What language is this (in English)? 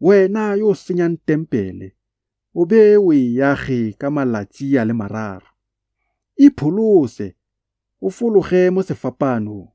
Tswana